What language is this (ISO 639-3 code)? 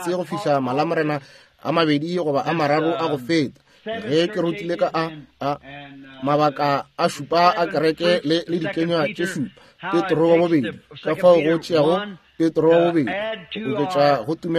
nso